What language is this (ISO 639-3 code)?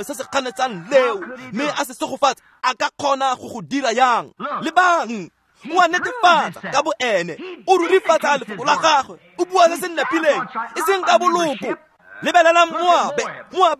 tsn